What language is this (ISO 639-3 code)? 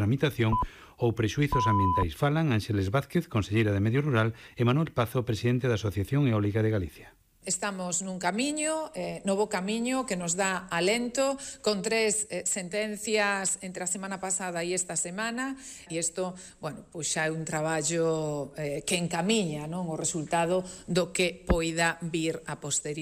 glg